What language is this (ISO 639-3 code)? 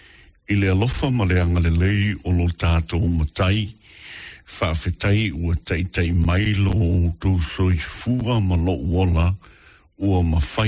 smo